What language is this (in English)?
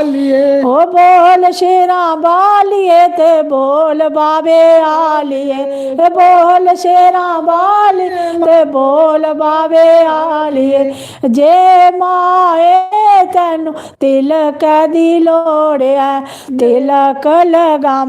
Dogri